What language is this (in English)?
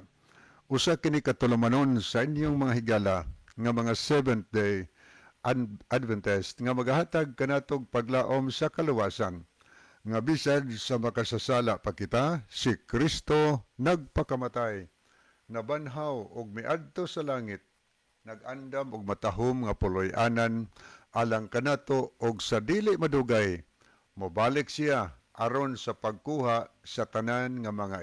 Cebuano